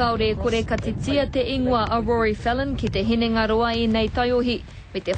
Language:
Māori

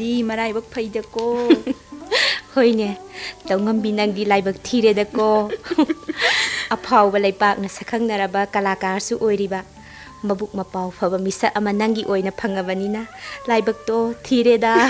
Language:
Manipuri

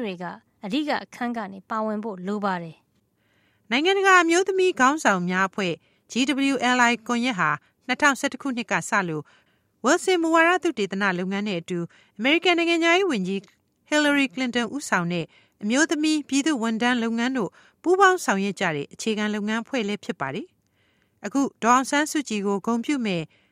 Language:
Burmese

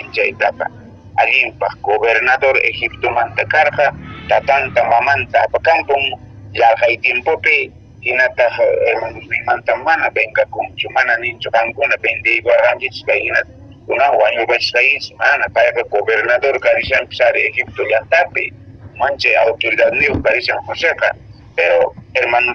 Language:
Quechua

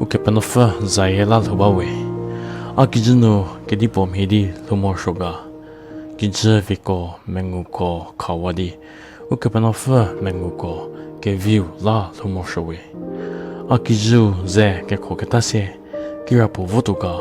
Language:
Angami Naga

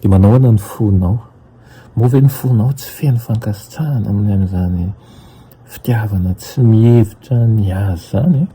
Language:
Malagasy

